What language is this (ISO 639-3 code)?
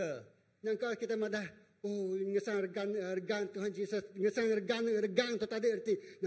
iba